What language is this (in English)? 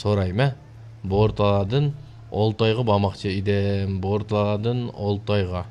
Uyghur